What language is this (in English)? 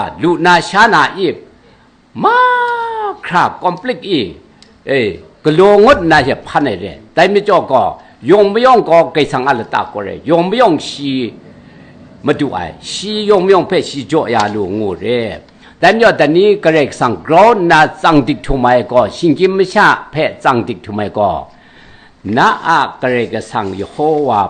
Kachin